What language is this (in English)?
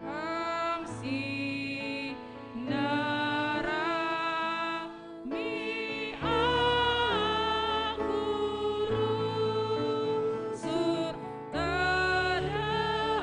Batak Karo